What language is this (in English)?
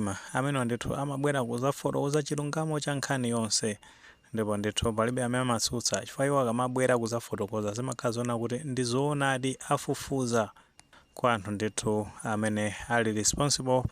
Nyanja